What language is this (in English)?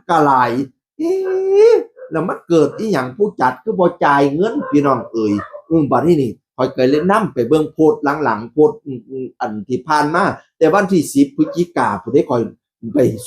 Northeastern Thai